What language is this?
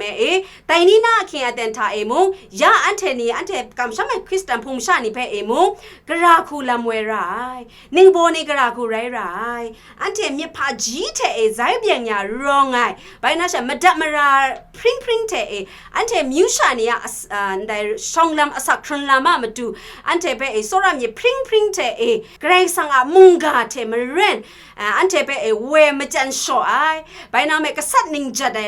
Kachin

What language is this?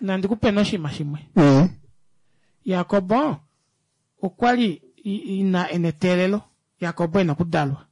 Kuanyama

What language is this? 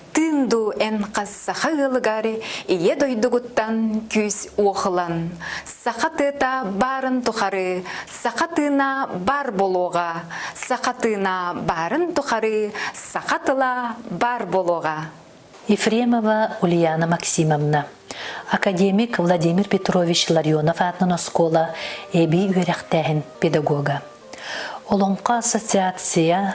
Yakut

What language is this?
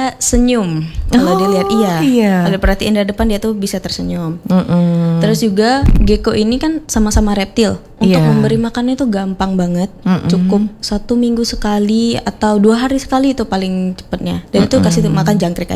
Indonesian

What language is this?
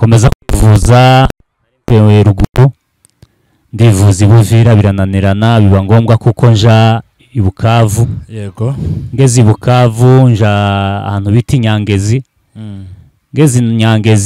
Kinyarwanda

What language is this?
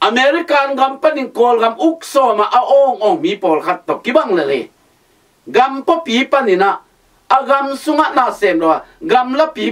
Tedim Chin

